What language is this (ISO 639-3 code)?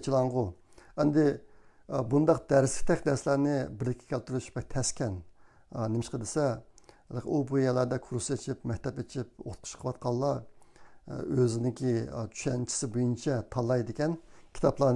uig